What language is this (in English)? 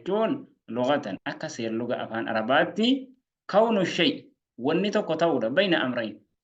Oromo